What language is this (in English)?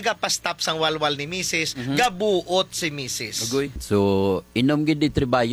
Hiligaynon